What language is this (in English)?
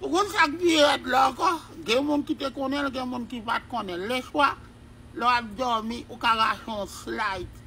Haitian Creole